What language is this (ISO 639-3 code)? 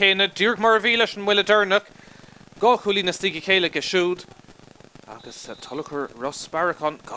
gle